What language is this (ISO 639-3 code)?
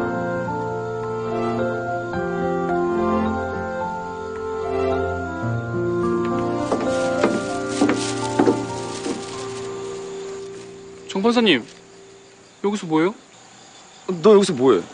kor